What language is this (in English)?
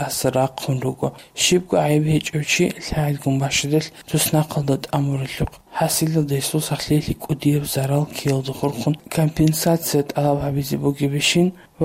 Avaric